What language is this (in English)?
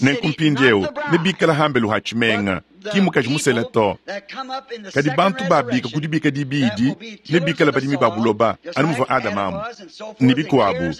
Luba-Lulua